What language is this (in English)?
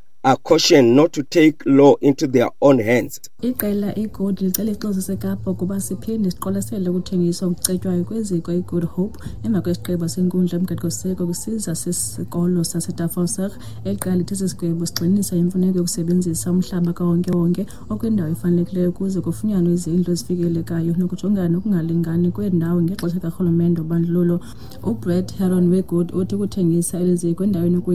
Xhosa